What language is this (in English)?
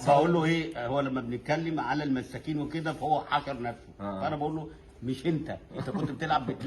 Egyptian Arabic